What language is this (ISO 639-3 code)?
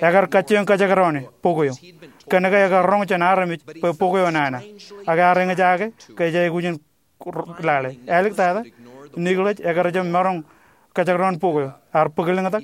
mah